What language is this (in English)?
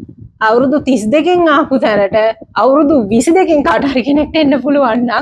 Sinhala